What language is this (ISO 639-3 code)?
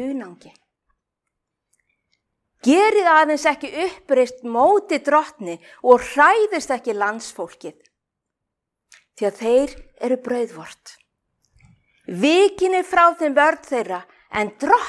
isl